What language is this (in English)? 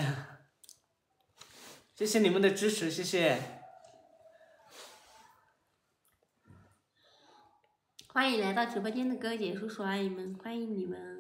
Chinese